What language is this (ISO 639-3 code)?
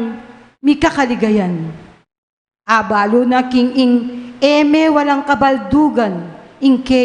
pam